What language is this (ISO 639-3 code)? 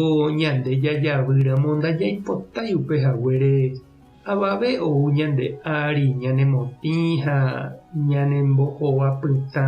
grn